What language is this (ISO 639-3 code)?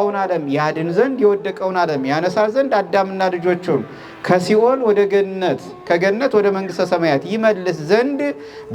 amh